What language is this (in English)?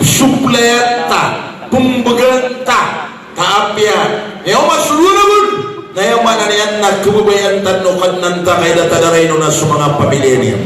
Maranao